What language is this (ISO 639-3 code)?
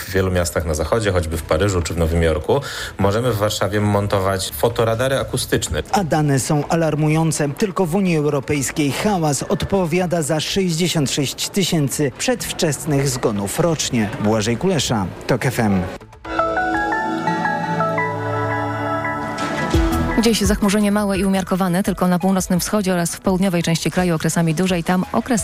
pol